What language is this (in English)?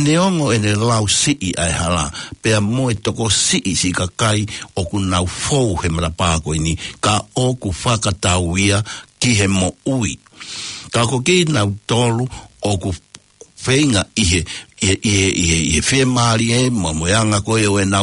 Tongan